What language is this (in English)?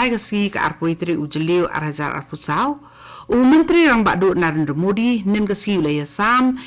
Khasi